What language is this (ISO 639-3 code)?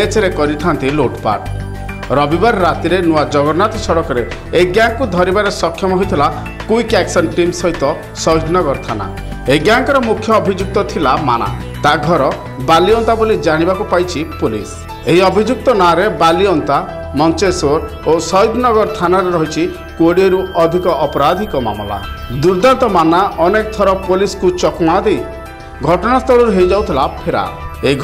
ori